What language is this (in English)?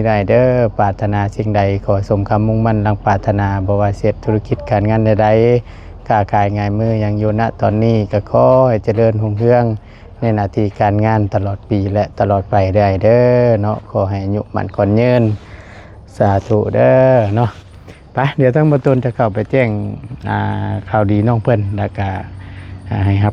Lao